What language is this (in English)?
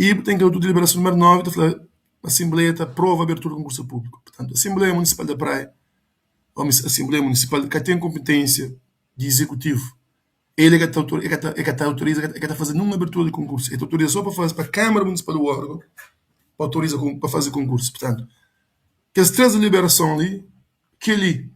Kabuverdianu